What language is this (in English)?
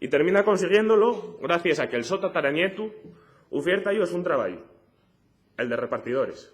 Asturian